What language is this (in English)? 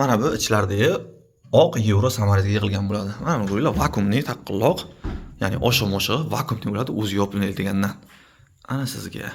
Uzbek